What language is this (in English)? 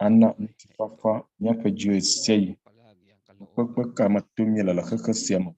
Ewe